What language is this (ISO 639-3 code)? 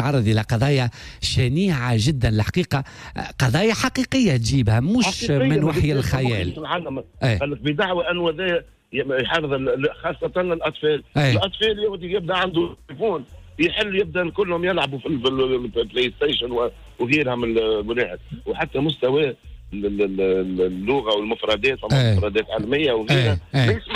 aeb